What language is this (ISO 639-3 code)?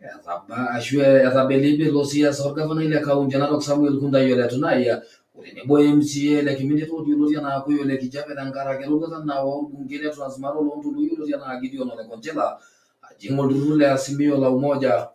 mas